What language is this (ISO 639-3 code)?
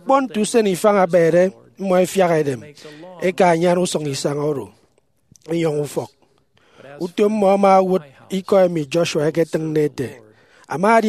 efi